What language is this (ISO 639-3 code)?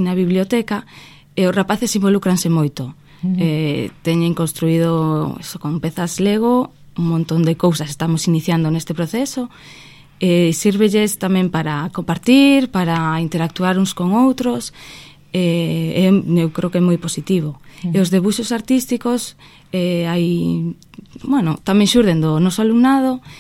glg